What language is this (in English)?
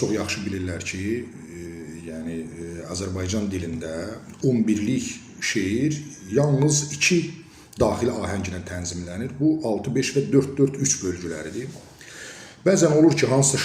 Azerbaijani